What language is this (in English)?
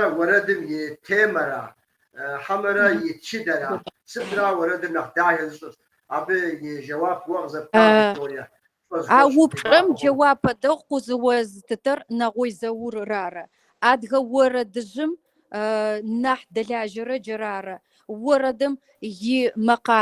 Kabardian